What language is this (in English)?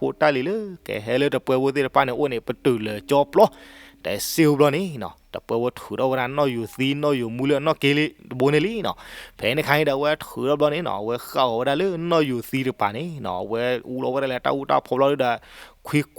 S'gaw Karen